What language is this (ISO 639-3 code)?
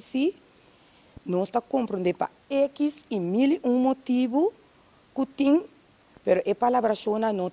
pap